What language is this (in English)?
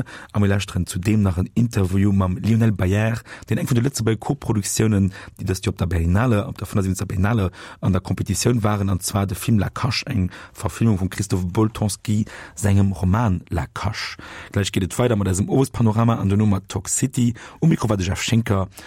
Luxembourgish